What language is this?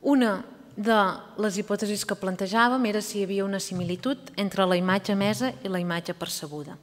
Catalan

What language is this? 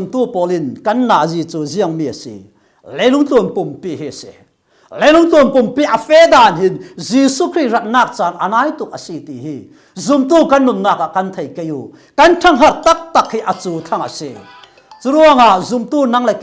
Falam Chin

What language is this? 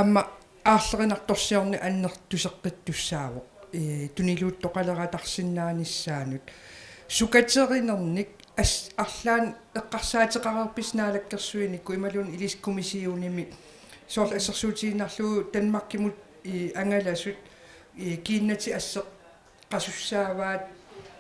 Kalaallisut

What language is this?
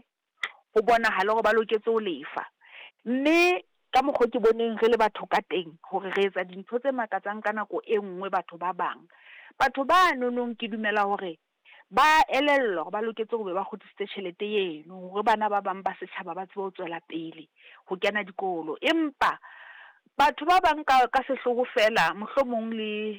Southern Sotho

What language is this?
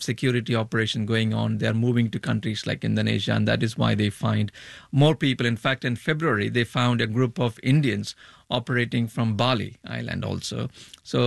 English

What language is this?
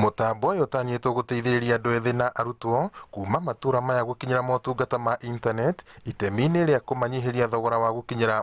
Kikuyu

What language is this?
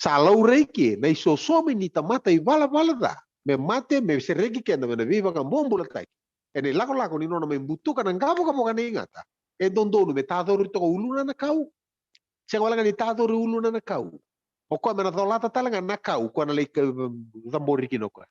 Fijian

